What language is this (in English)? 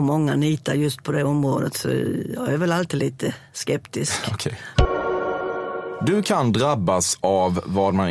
Swedish